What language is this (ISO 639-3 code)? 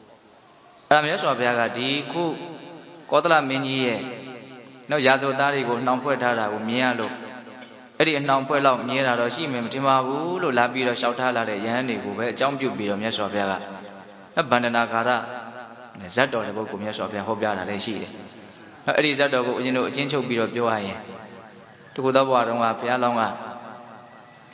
mya